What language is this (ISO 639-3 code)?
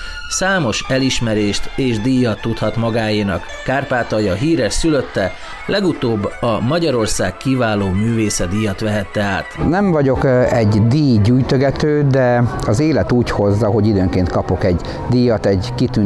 hun